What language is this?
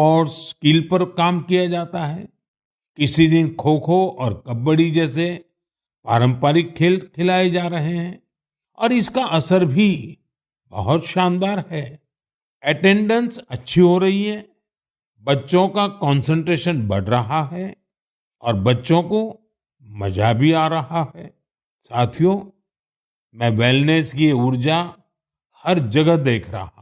Hindi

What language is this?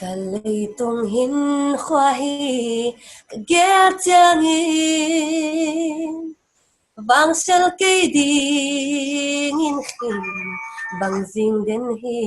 Paite Chin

